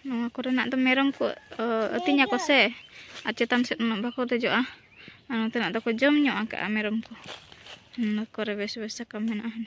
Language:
Santali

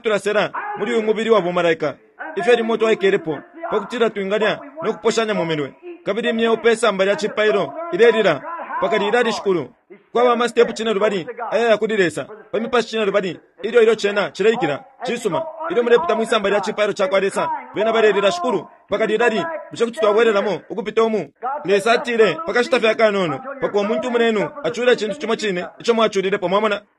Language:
Bemba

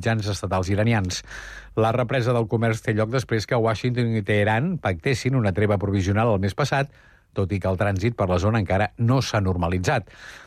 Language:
Catalan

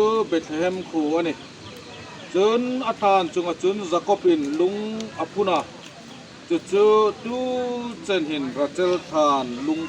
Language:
Hmar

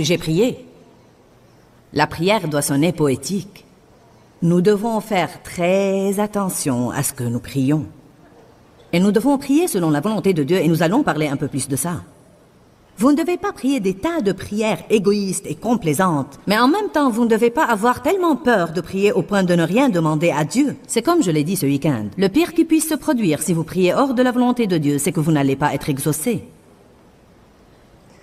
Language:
French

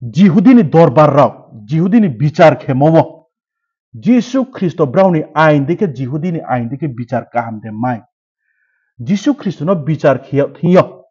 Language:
Riang (India)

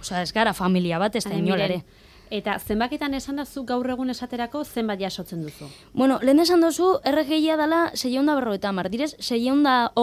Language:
Basque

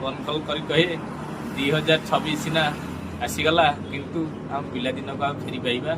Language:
Odia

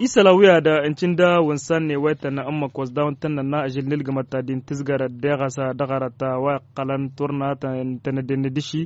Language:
Tamasheq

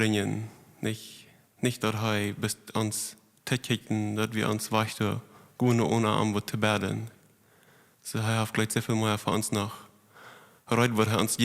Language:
Plautdietsch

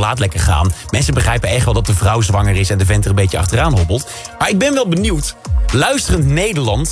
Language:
Dutch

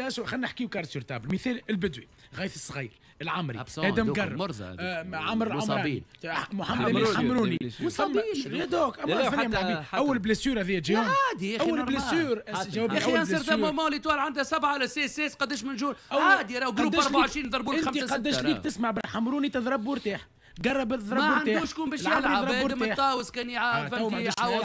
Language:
Tunisian Arabic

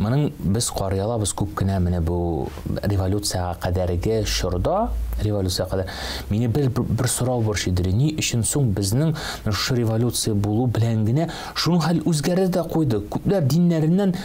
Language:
Tatar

